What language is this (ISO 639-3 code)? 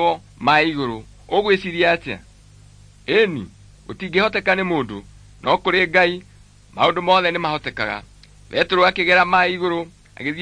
kik